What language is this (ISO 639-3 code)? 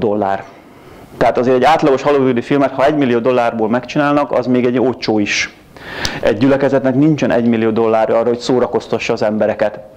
hun